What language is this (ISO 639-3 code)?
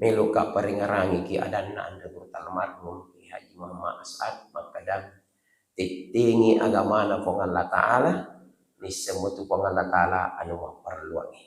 bug